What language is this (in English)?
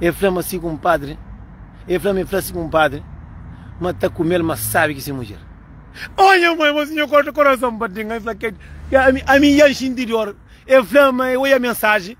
Kabuverdianu